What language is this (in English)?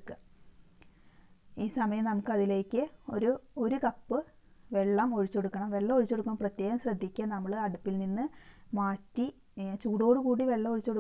Malayalam